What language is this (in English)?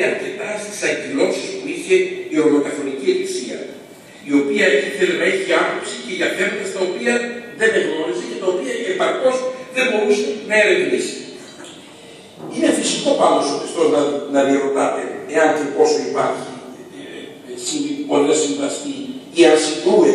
Greek